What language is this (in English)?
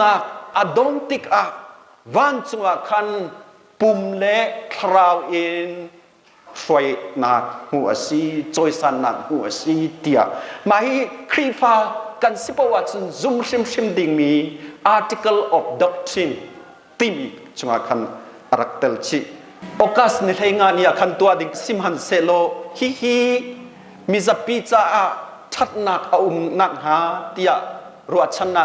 Hakha Chin